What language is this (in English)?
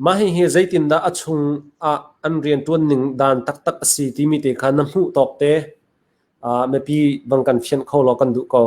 Hakha Chin